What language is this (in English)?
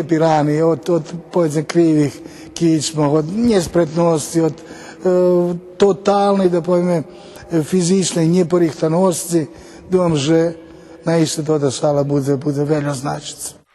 Rusyn